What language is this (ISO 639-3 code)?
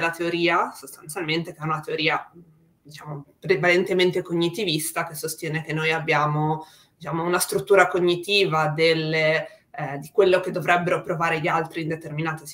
ita